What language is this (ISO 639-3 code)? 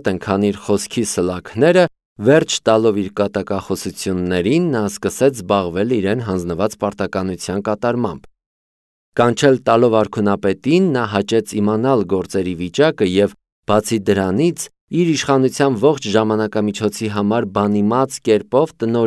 hye